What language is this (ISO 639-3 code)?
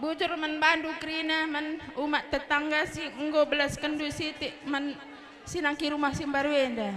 btx